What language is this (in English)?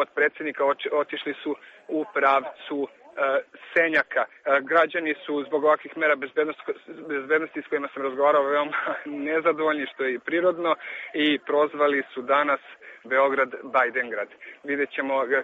Serbian